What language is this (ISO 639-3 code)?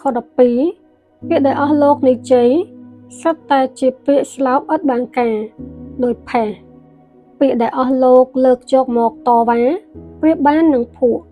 khm